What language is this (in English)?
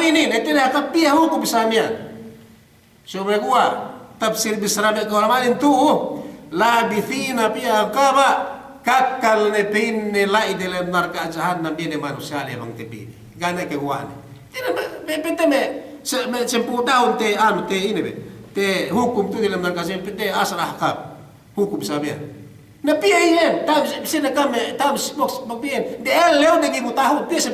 Yakan